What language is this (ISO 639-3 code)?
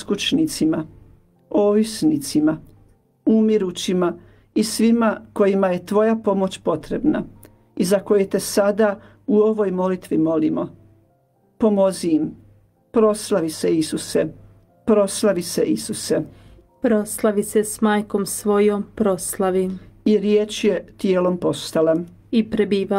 hrv